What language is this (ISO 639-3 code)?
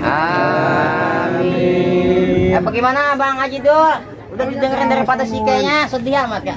bew